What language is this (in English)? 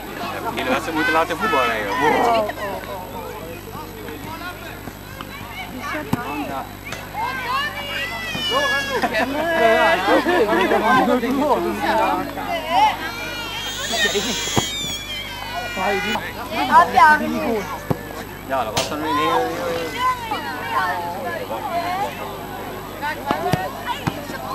Dutch